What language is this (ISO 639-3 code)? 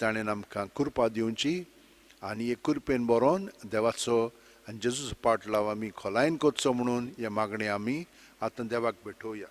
kok